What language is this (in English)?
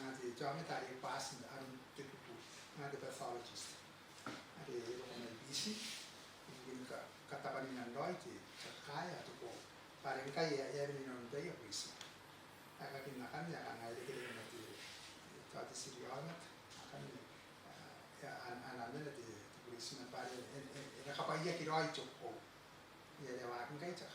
Gilbertese